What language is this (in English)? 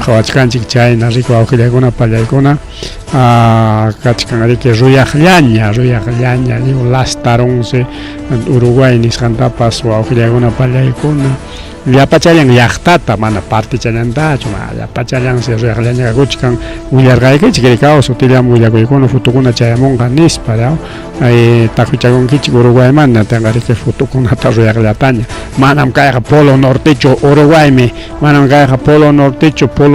Ayacucho Quechua